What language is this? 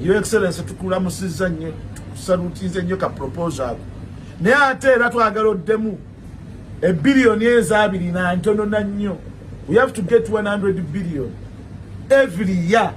Ganda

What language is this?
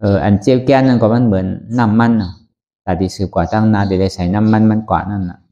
Shan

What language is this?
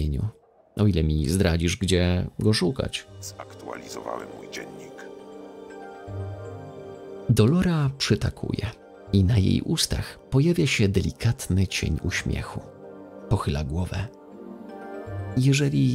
Polish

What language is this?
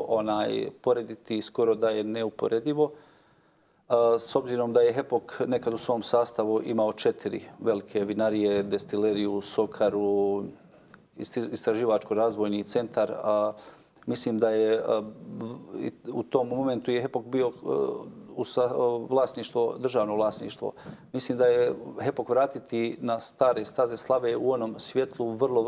Bosnian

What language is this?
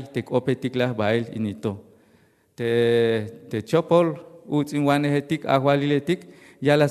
Tzeltal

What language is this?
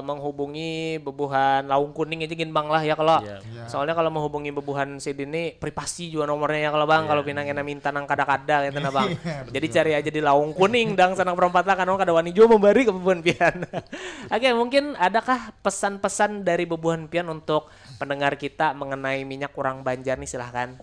Banjar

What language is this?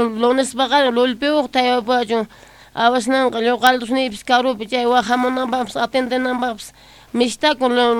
South Bolivian Quechua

